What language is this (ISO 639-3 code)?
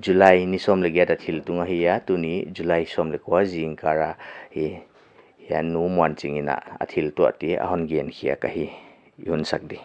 pck